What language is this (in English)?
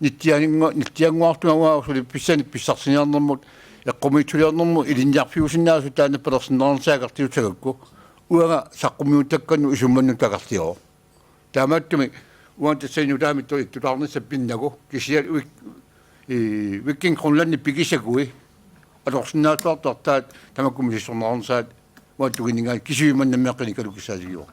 Kalaallisut